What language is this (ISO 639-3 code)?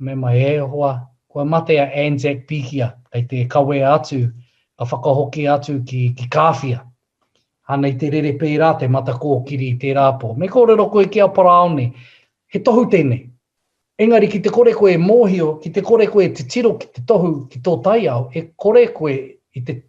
mri